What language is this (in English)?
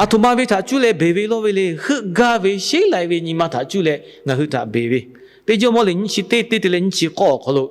Lahu